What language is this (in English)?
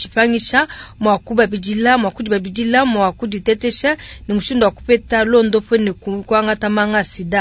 Luba-Lulua